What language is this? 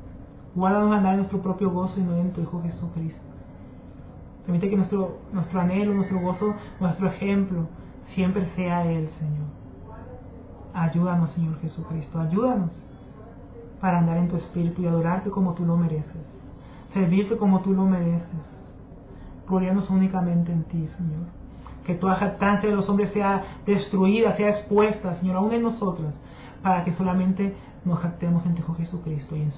Spanish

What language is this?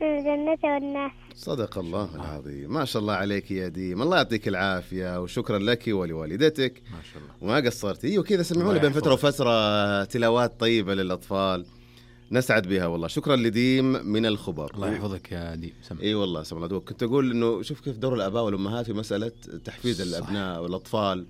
Najdi Arabic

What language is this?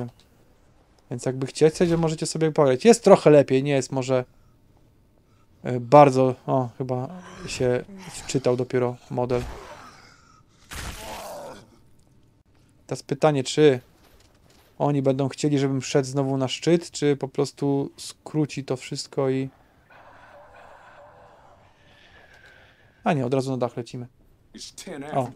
Polish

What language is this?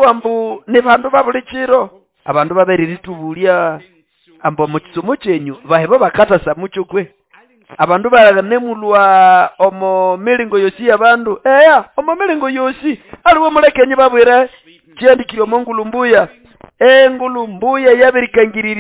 Nande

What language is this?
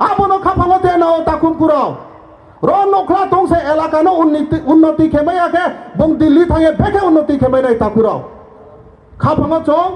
Riang (India)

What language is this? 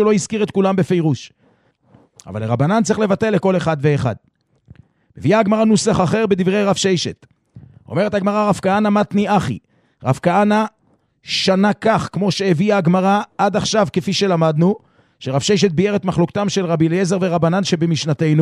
Hebrew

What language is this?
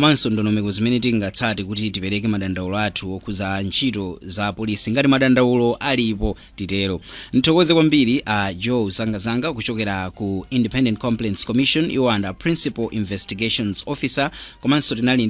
Nyanja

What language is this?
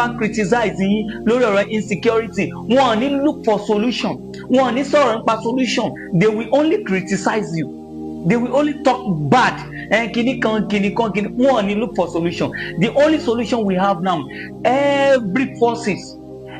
Yoruba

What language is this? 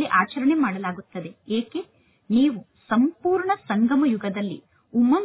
Kannada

